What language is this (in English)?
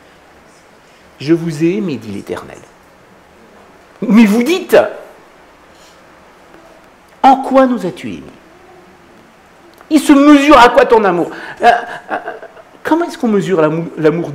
French